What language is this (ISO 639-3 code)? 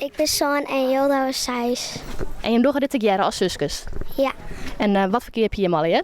fry